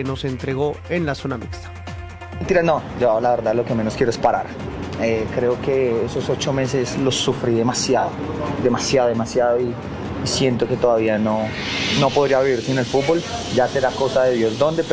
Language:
Spanish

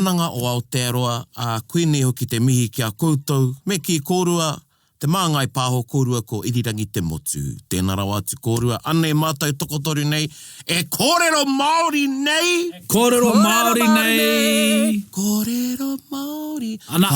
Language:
Māori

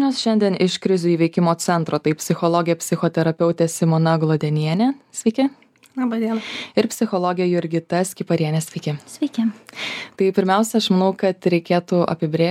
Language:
Lithuanian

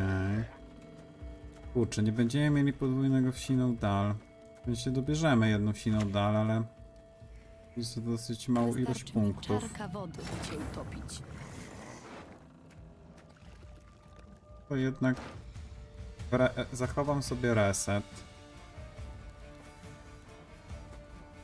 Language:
Polish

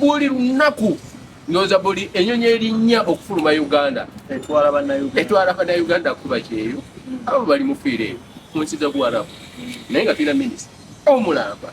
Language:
Ganda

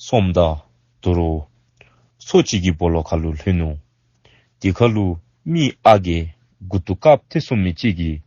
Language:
Dzongkha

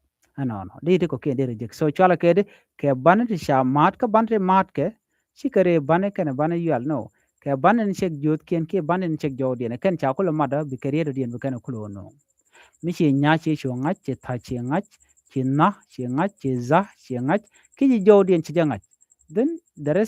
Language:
Nuer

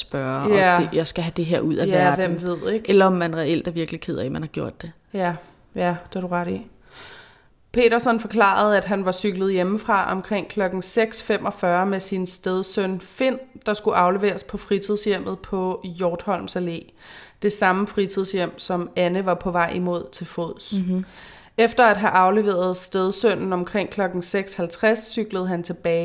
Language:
Danish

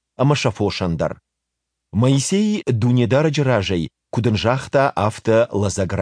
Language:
Ossetic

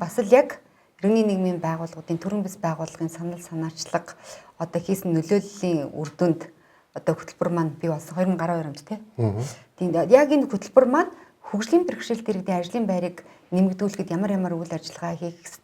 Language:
Mongolian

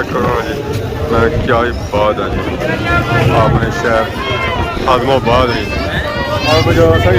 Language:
Pahari-Potwari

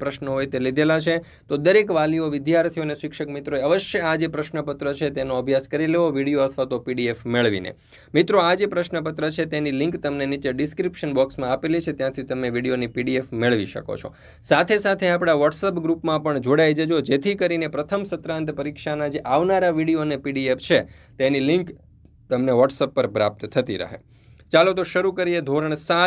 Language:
Gujarati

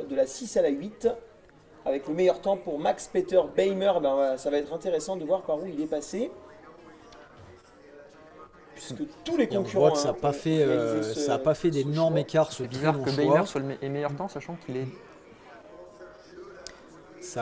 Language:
French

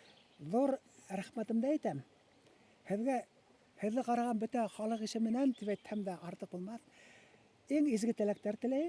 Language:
Bashkir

